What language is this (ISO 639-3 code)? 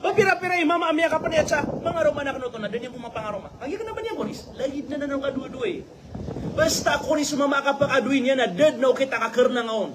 mrw